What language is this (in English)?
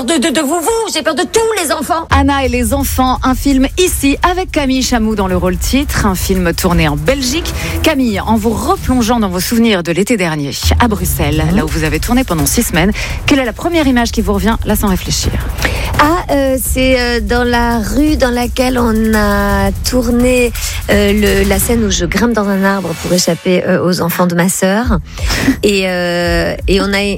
French